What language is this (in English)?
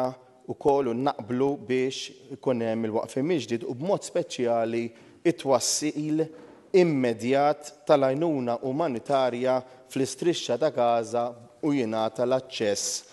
Maltese